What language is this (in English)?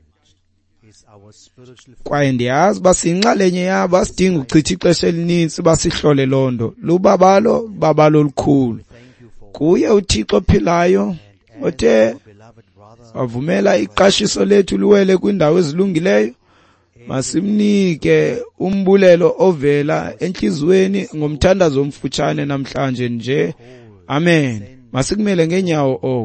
Xhosa